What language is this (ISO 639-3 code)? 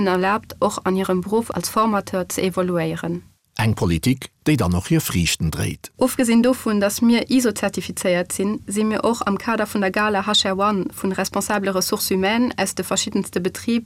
ltz